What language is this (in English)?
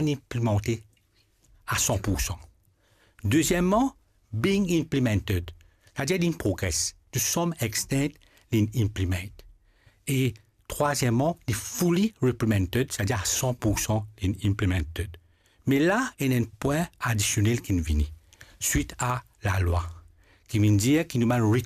Morisyen